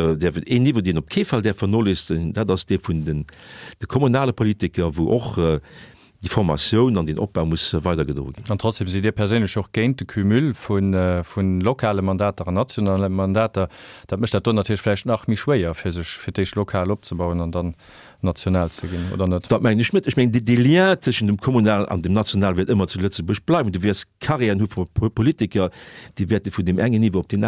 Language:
Luxembourgish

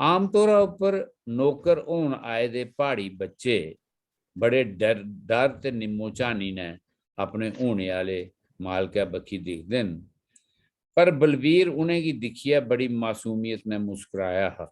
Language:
Dogri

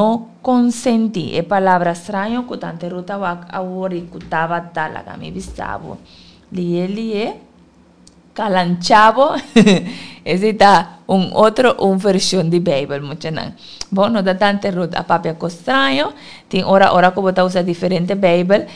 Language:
Papiamento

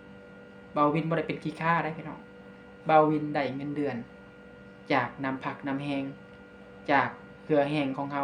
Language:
Lao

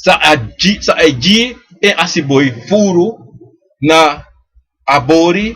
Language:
Sranan Tongo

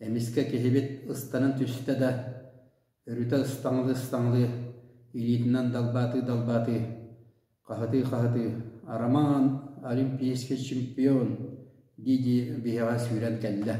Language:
Yakut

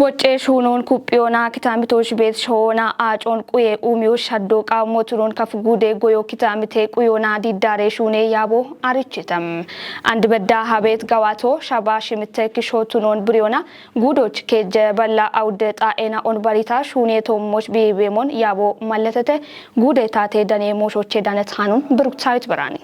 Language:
Kafa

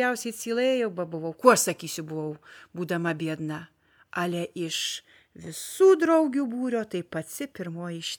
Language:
Lithuanian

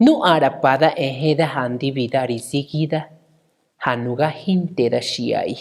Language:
Mezquital Otomi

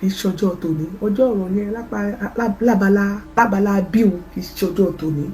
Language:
Yoruba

